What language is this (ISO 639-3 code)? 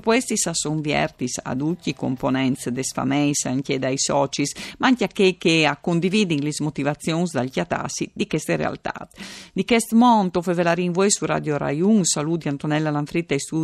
fur